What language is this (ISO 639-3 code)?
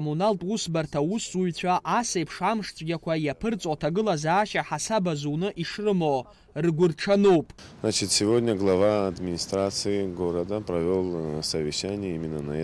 abk